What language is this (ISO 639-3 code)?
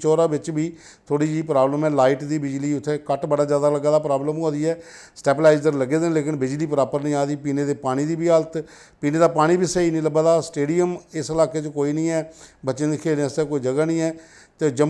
doi